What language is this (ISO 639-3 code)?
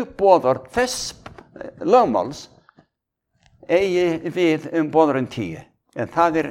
isl